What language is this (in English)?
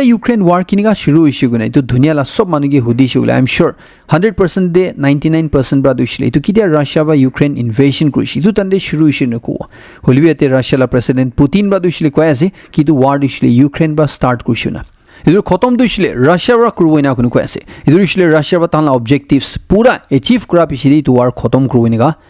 Naga Pidgin